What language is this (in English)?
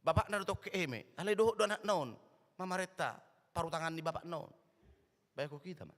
Batak Toba